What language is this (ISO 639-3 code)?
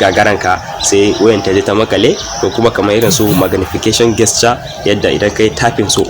hau